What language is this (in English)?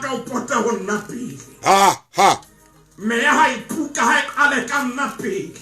Southern Sotho